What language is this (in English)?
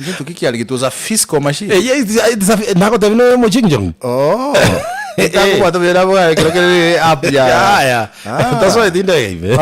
Gusii